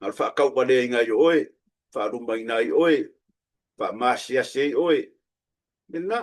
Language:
Samoan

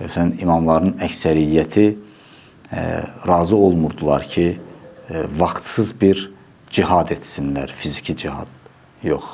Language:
Azerbaijani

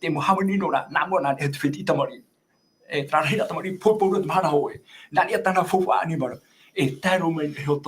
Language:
Tahitian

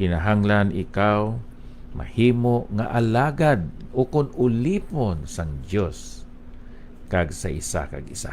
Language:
Hiligaynon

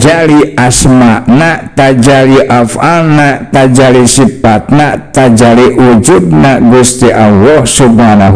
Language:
Sundanese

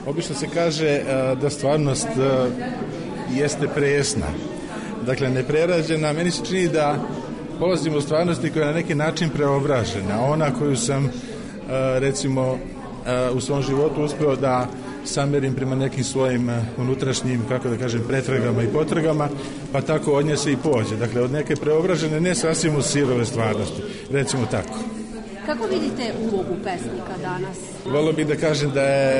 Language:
Serbian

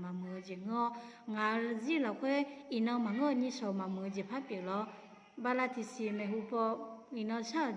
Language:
Akha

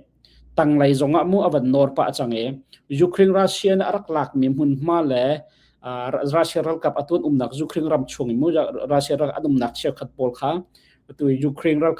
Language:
Hakha Chin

